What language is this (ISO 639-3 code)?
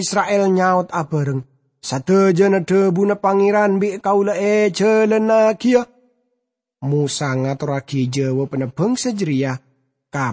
mad